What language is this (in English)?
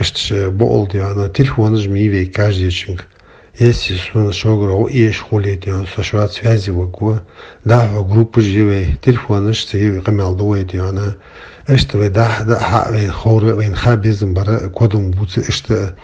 Ingush